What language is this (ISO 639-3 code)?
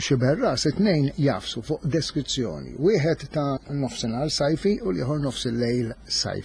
mlt